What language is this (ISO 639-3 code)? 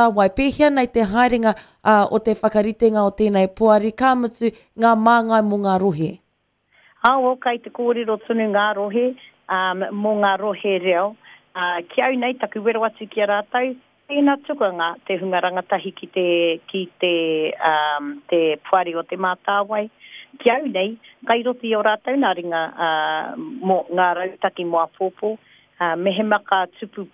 mri